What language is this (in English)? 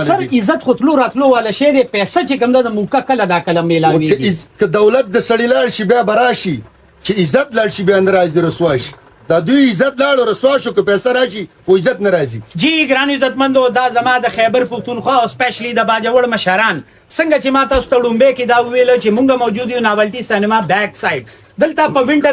Pashto